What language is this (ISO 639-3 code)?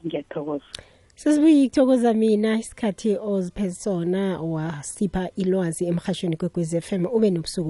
nbl